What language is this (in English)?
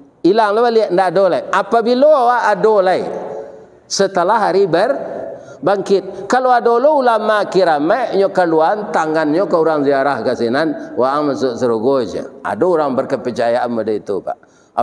Minangkabau